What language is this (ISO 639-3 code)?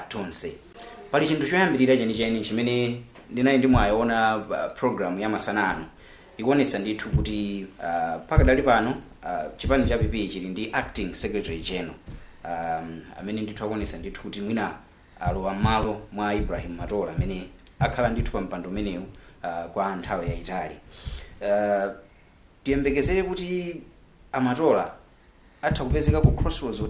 nya